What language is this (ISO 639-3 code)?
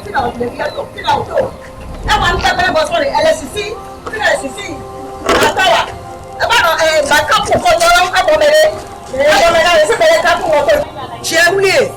ewe